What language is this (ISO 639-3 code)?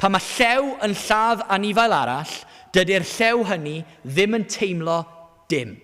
cym